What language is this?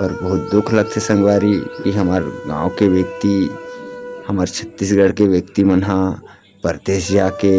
Chhattisgarhi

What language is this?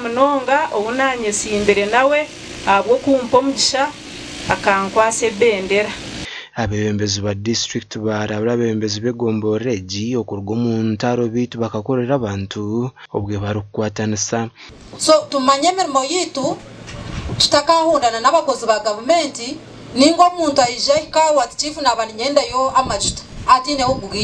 Nyankole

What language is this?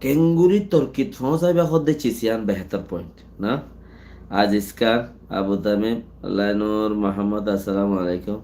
Rohingya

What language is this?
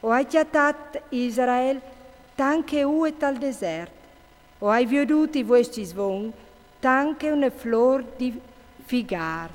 Friulian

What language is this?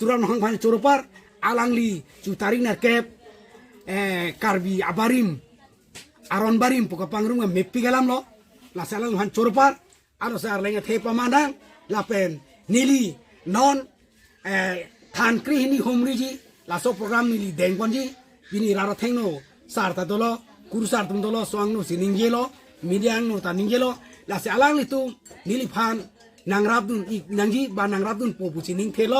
Karbi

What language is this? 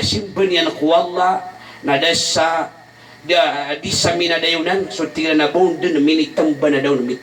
Maranao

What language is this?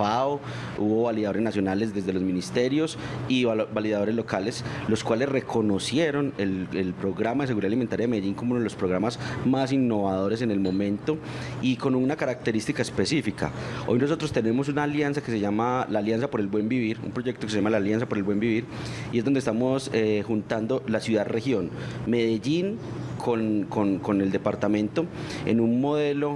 Spanish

